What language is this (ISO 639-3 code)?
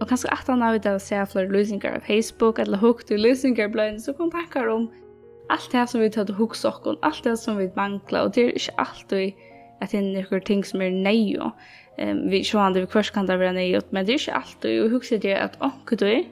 fao